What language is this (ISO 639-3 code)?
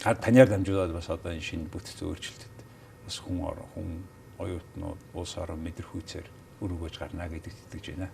mon